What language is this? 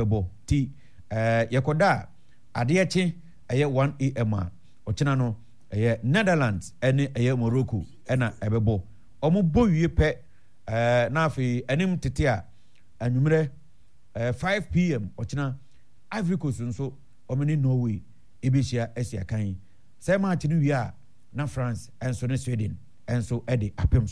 Akan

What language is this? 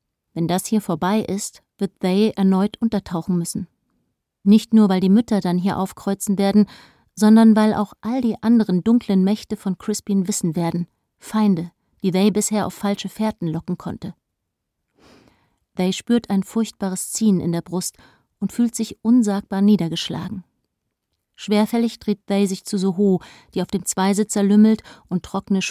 German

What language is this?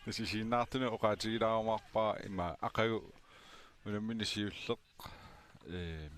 Kalaallisut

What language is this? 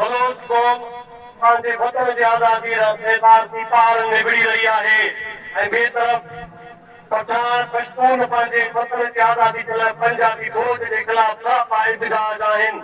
Sindhi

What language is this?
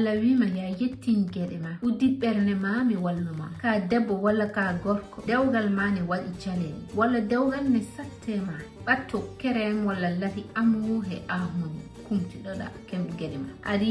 Fula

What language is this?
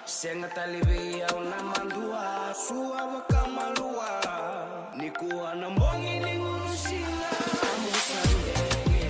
Fijian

